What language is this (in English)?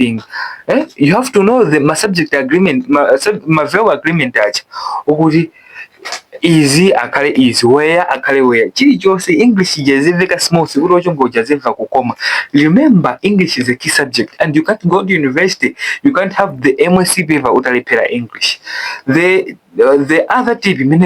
Nyanja